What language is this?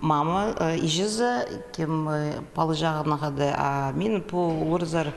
Khakas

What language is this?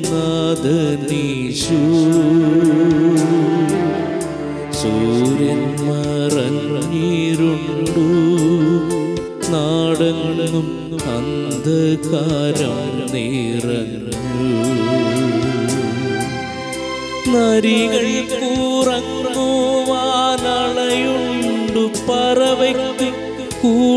Malayalam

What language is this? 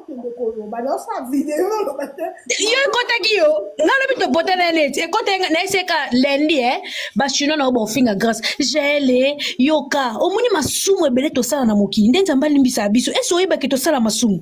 Lingala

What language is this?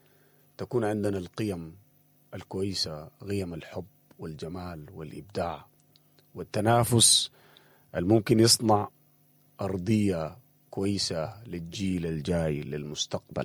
Sudanese Arabic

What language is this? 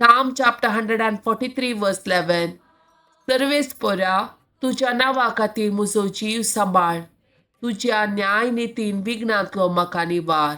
Konkani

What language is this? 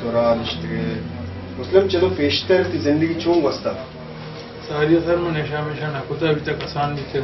Baluchi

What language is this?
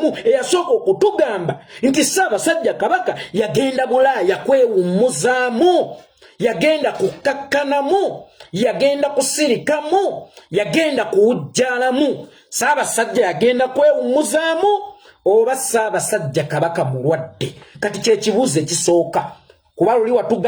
Ganda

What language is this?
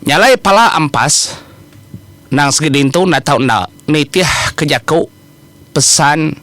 Iban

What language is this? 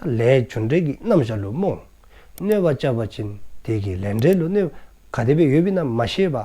Dzongkha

